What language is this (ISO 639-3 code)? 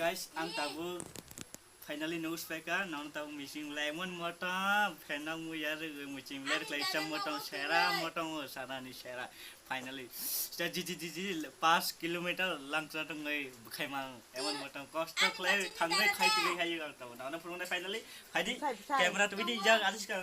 trp